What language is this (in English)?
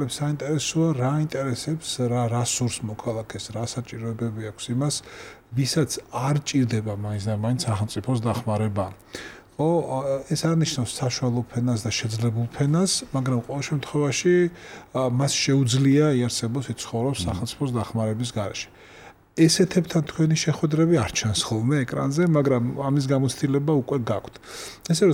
Georgian